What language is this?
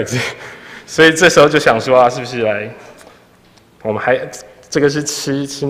Chinese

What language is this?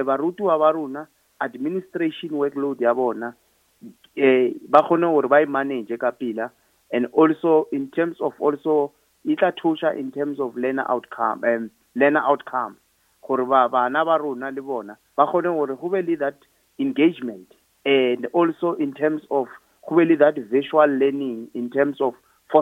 Northern Sotho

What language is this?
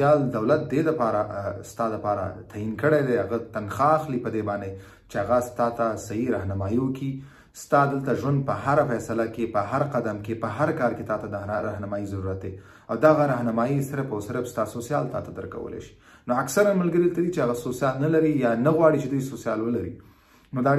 Pashto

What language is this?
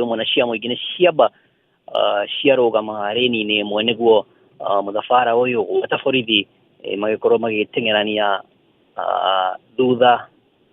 Kikuyu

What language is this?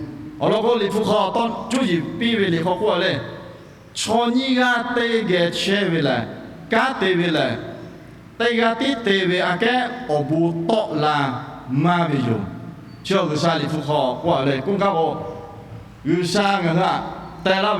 Lahu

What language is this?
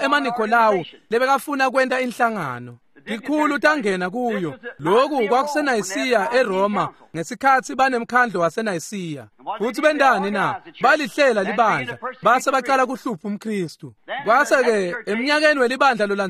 Swati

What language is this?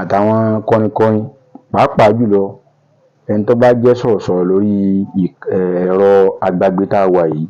Yoruba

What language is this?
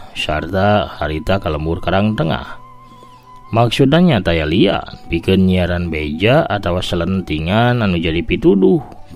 Sundanese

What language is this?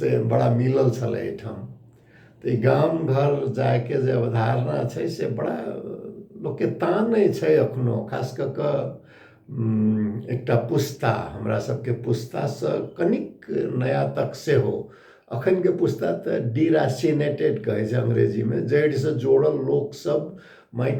Maithili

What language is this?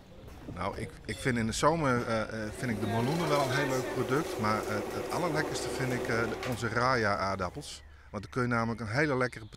Western Frisian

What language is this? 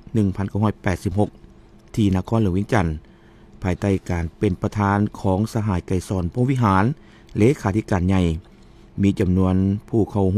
Lao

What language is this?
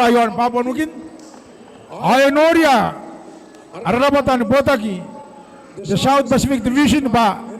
Gilbertese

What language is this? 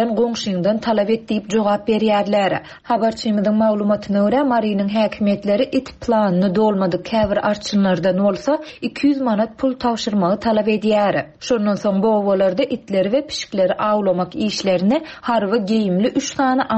Turkmen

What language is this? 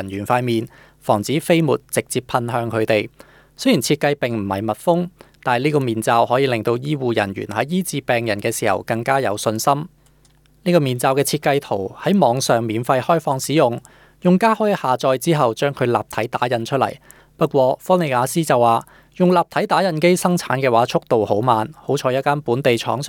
Cantonese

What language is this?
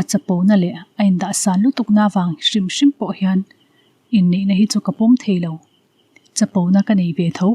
Mizo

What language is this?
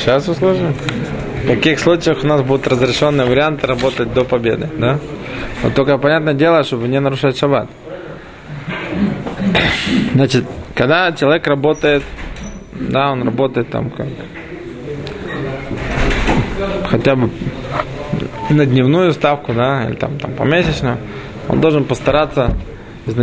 Russian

